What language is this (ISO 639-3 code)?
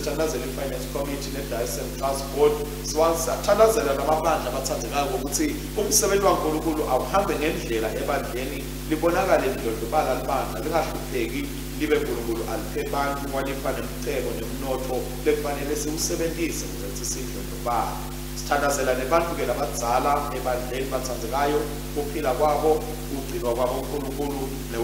ssw